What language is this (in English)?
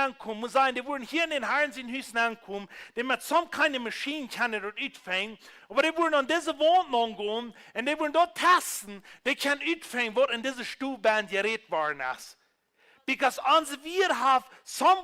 Plautdietsch